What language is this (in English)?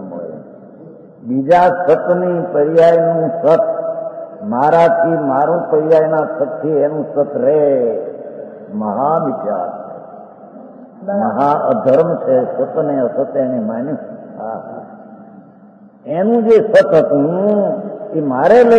Gujarati